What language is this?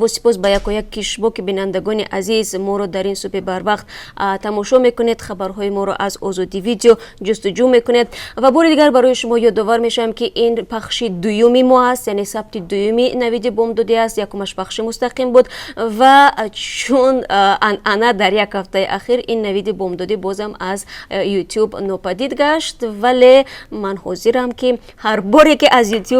Tajik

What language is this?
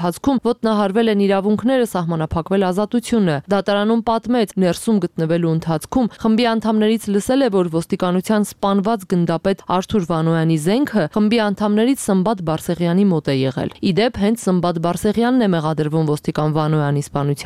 Armenian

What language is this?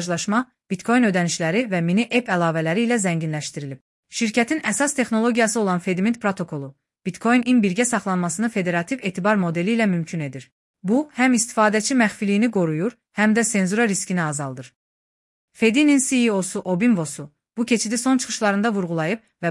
Azerbaijani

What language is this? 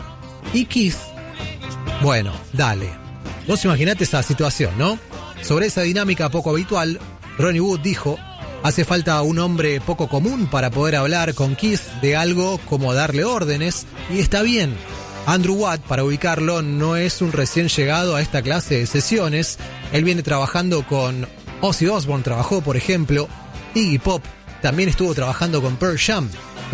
Spanish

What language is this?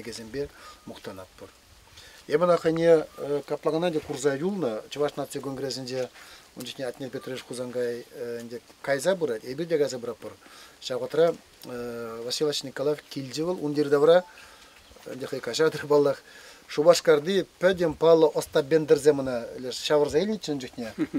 Chuvash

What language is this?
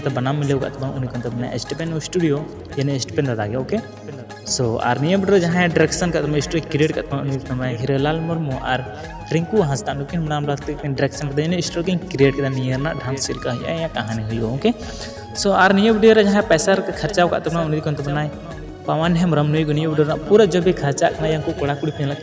Santali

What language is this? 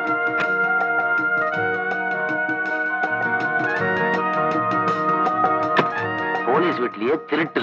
Tamil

